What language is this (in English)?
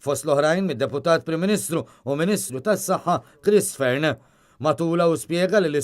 Maltese